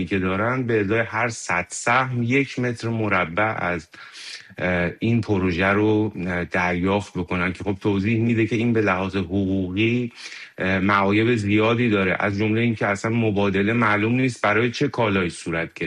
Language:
Persian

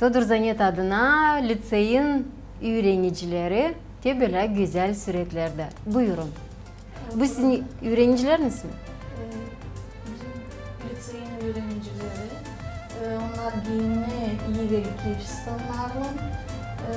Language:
Gagauz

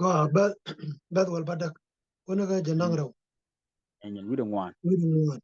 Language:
Nuer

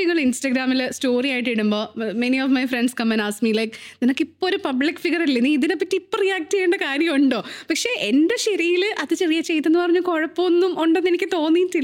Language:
Malayalam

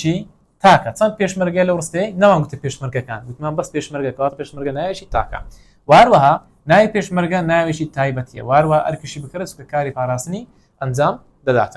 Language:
Central Kurdish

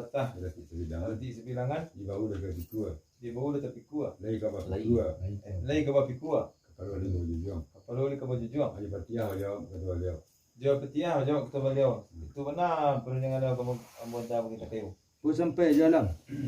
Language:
Minangkabau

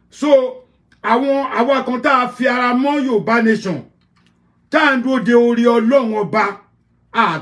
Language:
Yoruba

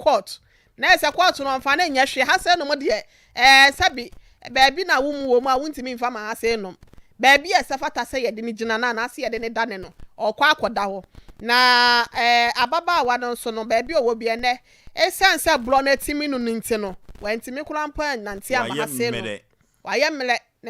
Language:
Akan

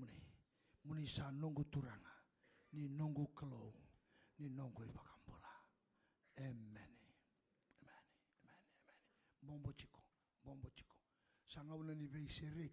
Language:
Fijian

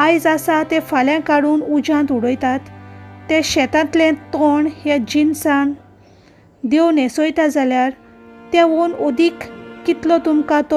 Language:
Konkani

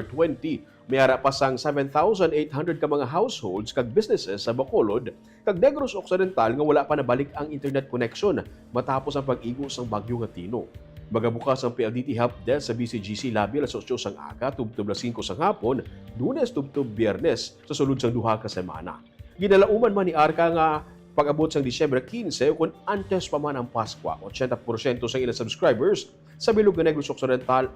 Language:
Hiligaynon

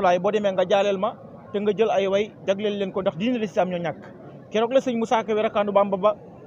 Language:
Wolof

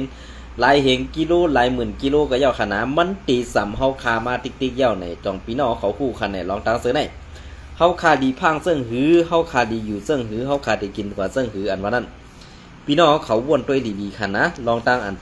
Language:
Shan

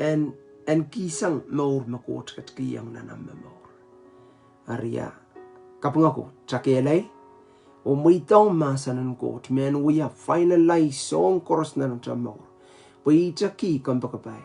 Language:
Pohnpeian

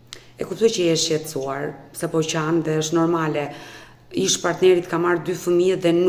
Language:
Albanian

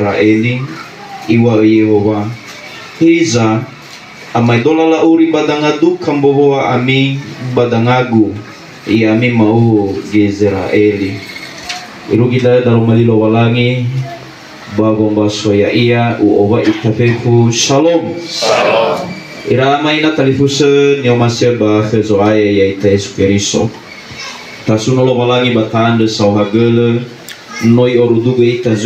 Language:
Nias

